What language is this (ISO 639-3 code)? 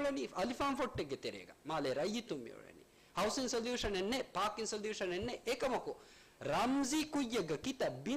div